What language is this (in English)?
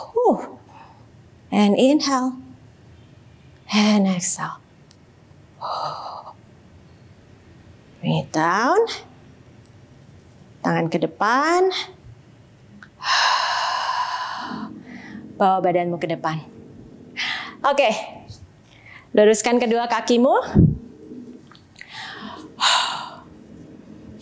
Indonesian